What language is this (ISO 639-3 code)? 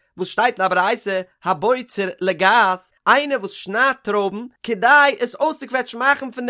yid